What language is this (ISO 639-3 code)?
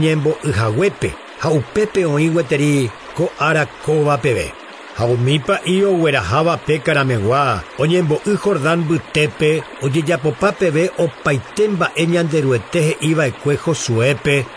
grn